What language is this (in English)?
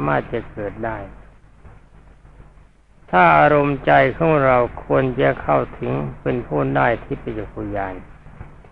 Thai